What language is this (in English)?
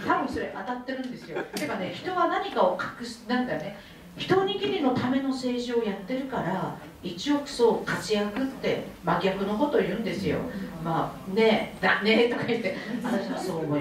Japanese